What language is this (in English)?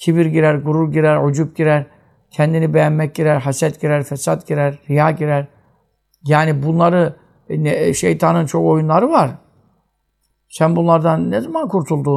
Turkish